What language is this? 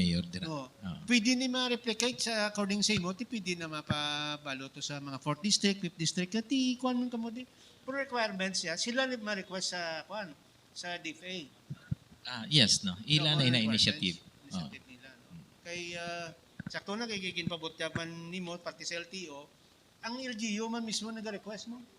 Hiligaynon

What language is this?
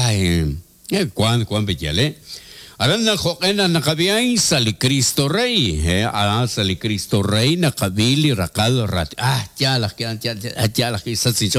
Kekchí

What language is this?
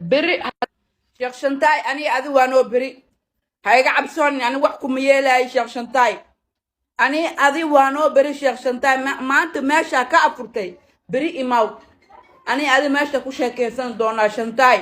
Somali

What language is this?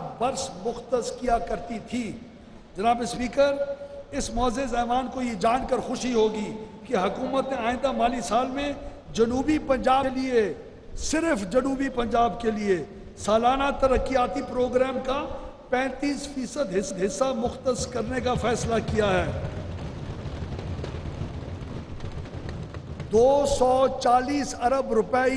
Urdu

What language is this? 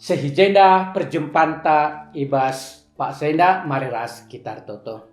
Batak Karo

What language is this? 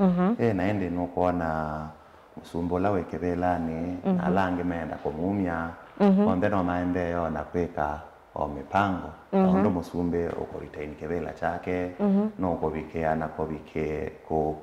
Kamba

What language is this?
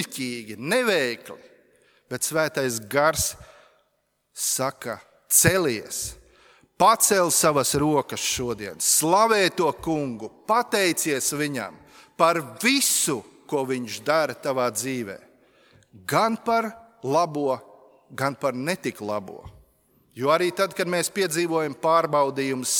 Latvian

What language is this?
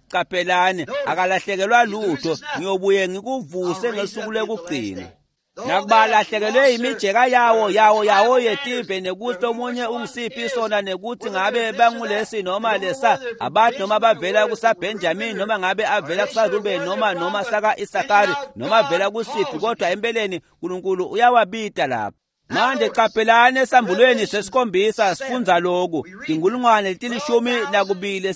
Swati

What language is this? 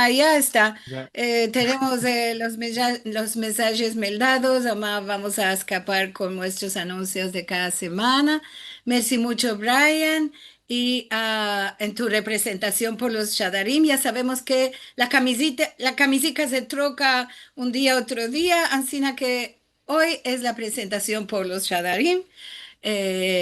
Ladino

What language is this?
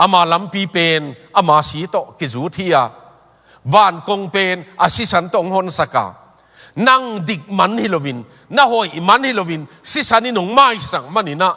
Tedim Chin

